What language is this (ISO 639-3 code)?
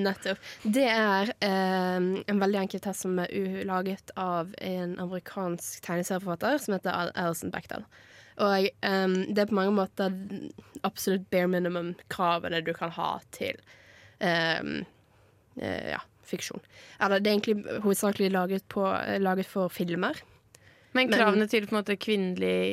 nor